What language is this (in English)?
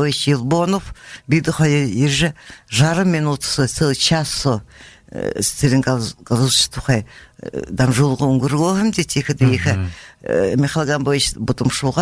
Buriat